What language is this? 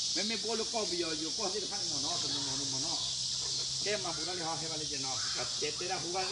S'gaw Karen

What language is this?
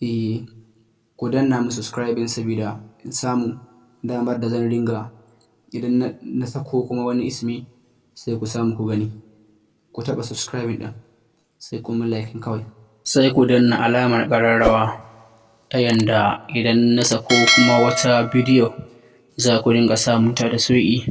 Hausa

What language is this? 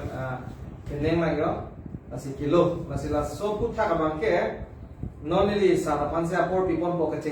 Karbi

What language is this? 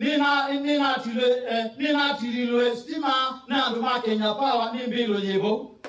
Kamba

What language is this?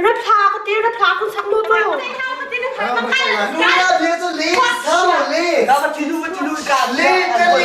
Hakha Chin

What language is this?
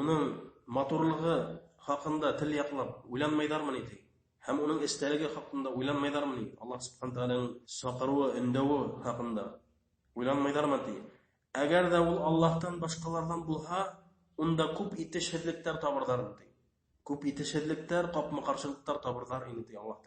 Bashkir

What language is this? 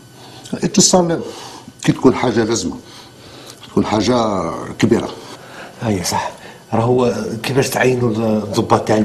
Algerian Arabic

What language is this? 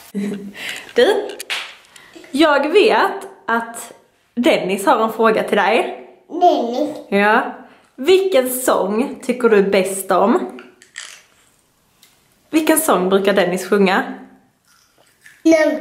Swedish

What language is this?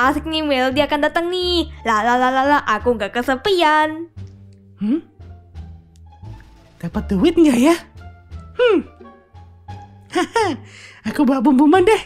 Indonesian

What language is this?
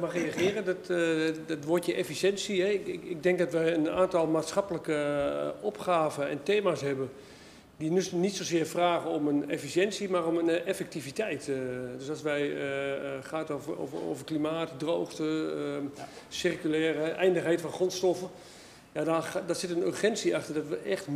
Dutch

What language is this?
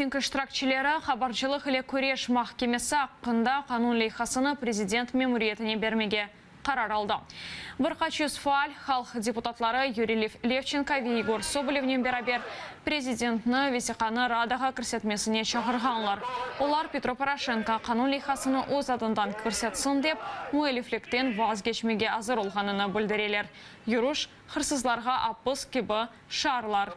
Crimean Tatar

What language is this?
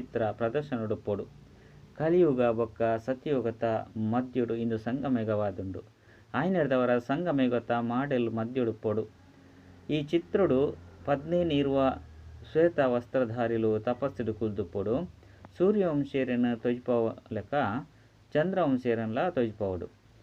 Tulu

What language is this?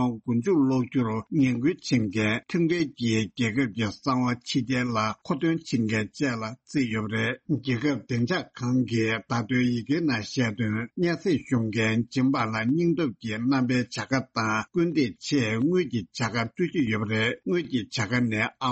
Tibetan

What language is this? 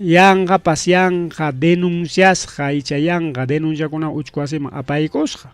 Ayacucho Quechua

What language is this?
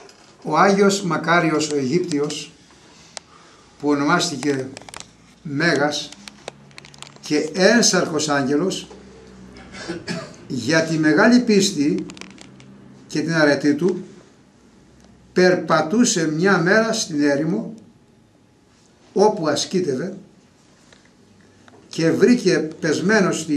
Greek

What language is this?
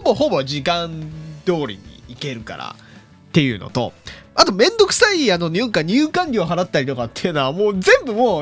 Japanese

